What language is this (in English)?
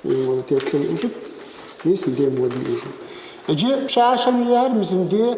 Kabardian